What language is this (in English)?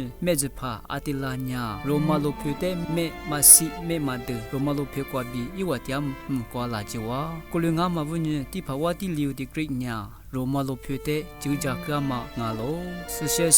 Lisu